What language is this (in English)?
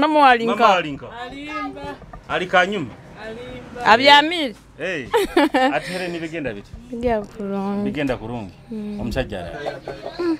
Nyoro